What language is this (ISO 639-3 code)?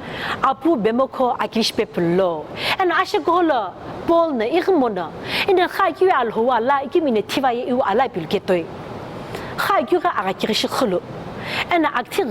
nsm